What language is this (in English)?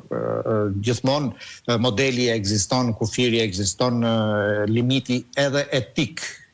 Albanian